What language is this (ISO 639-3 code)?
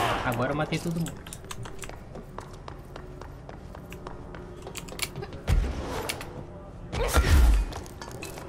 por